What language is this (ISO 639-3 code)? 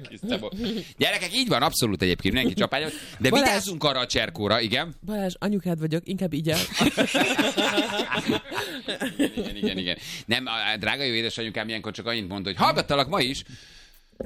hun